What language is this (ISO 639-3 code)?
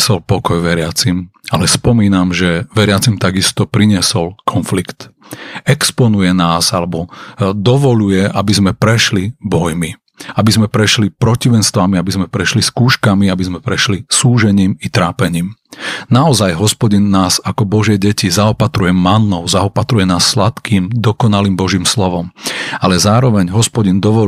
slk